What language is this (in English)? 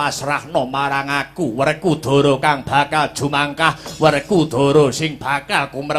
Javanese